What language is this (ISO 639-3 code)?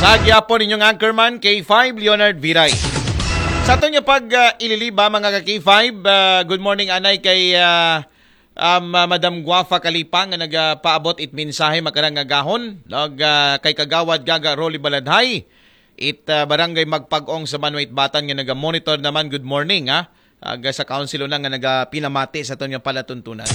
akl